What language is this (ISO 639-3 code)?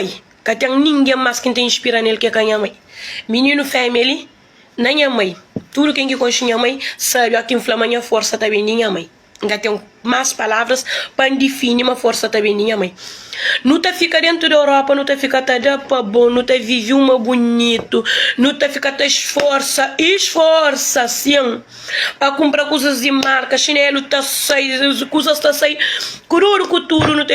kea